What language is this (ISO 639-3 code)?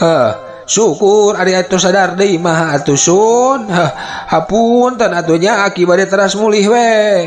sun